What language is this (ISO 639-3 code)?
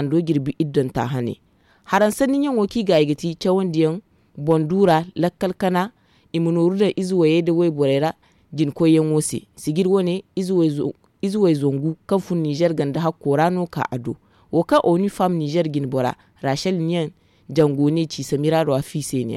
dje